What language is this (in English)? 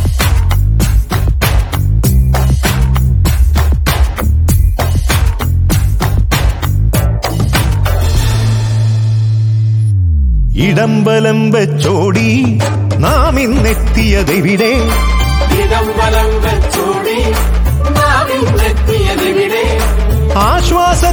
Malayalam